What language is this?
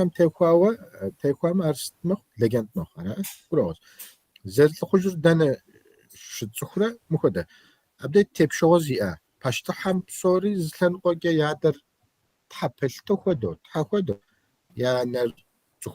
Kabardian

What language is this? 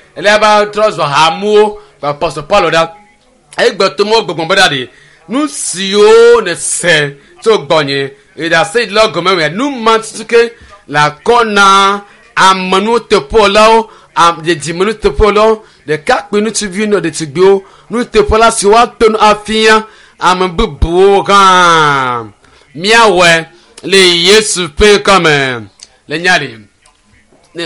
Ewe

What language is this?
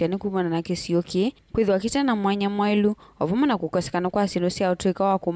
Kamba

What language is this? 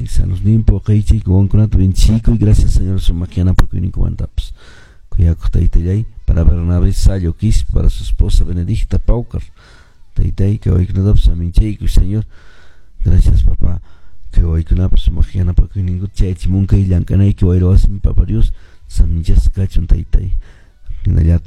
Quechua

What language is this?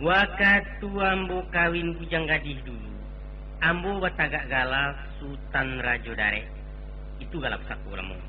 Minangkabau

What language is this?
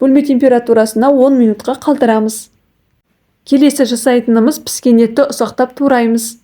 Kazakh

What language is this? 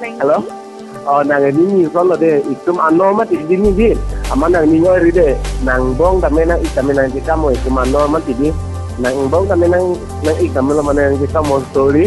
Karbi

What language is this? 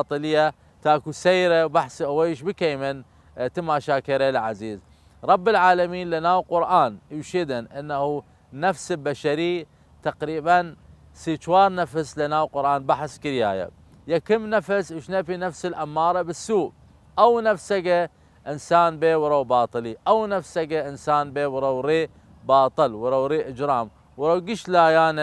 Southern Kurdish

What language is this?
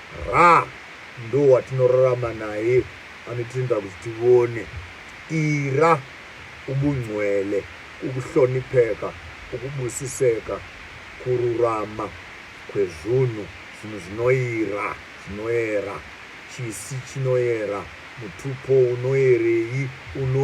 Shona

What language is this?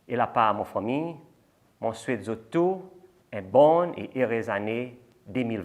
Seselwa Creole French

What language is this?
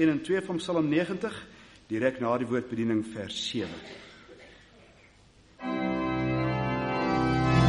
Afrikaans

